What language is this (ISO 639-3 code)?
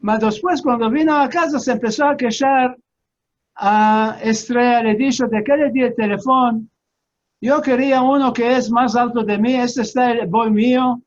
lad